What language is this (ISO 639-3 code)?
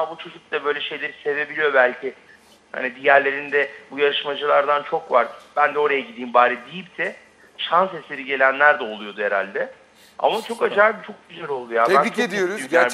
tur